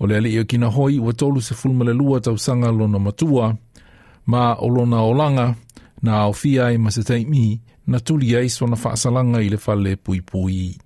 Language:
Samoan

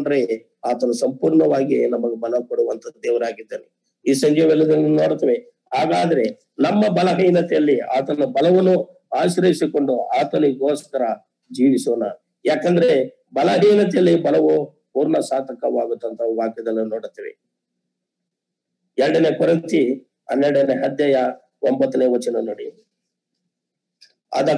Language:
Kannada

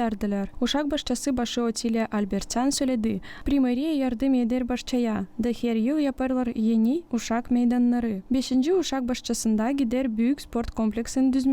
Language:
Gagauz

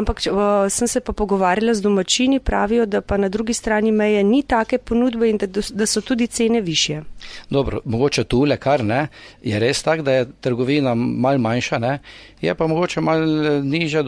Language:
Slovenian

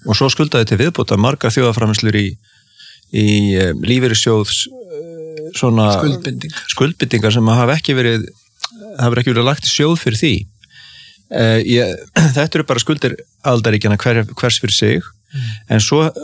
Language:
Icelandic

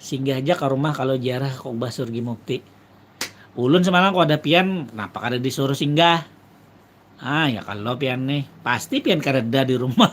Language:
Banjar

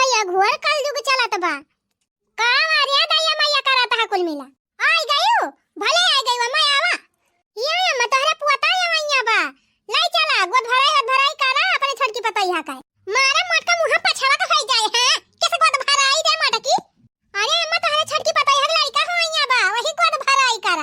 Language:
Awadhi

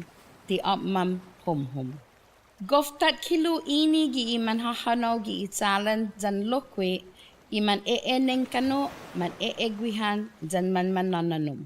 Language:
Chamorro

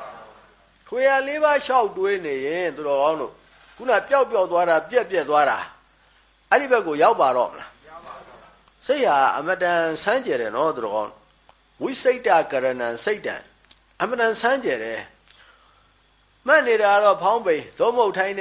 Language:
Burmese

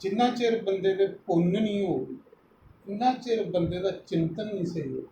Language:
Dogri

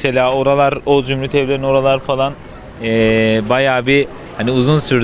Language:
Turkish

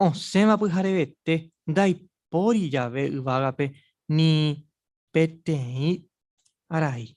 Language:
Guarani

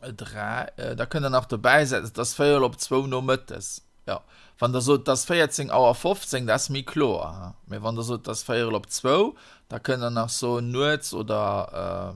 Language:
Luxembourgish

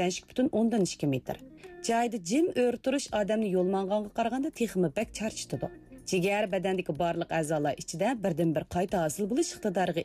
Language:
Uyghur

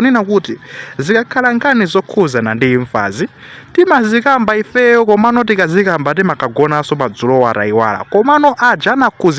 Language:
Nyanja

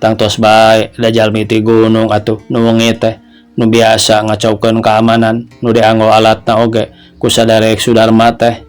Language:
Sundanese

